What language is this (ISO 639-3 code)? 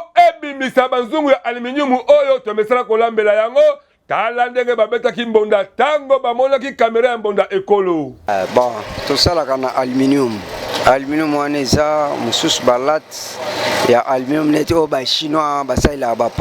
lin